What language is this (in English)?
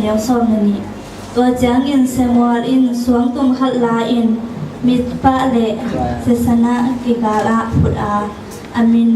Tedim Chin